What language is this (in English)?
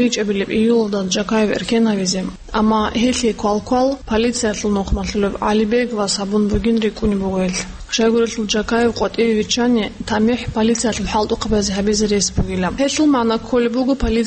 Avaric